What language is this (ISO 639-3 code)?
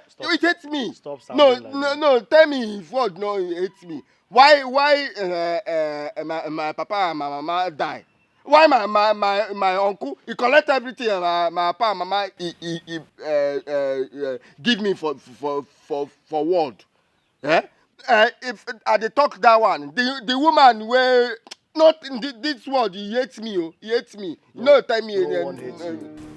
pcm